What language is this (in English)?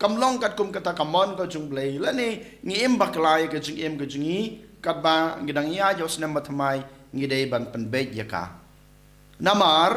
Khasi